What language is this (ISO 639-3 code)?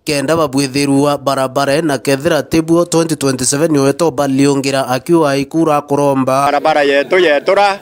mer